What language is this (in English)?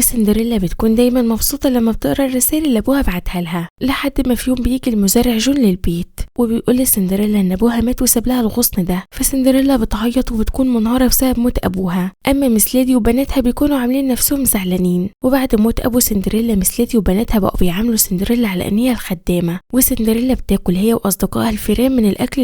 Egyptian Arabic